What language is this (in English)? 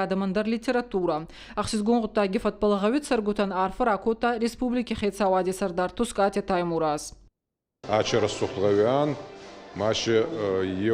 Ossetic